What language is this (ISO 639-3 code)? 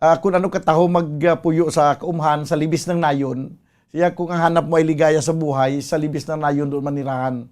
hil